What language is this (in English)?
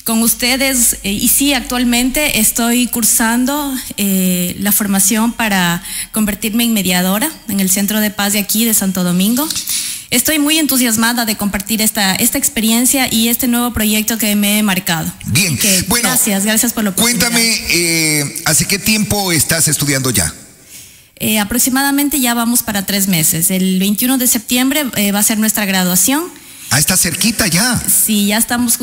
Spanish